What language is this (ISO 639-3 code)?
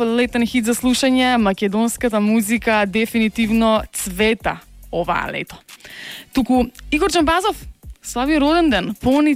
mkd